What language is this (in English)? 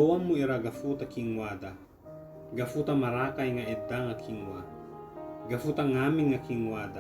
Ibanag